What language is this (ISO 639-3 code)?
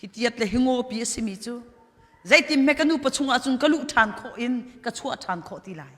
cnh